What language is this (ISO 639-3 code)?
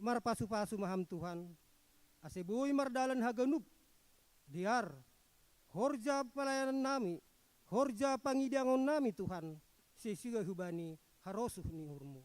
bts